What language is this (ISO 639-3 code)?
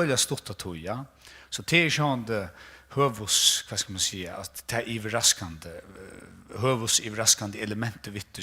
fao